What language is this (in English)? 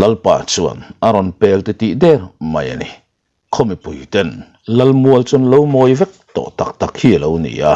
Mizo